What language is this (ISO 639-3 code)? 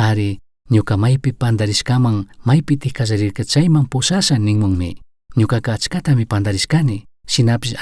qug